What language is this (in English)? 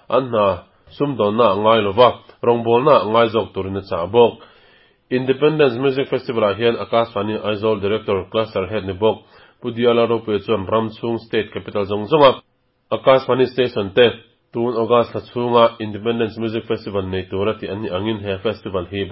Mizo